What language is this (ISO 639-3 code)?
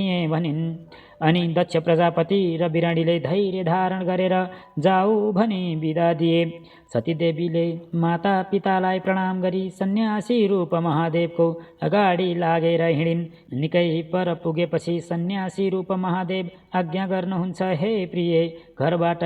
nep